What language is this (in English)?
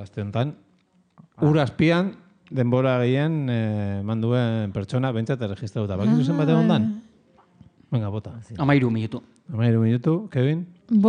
Basque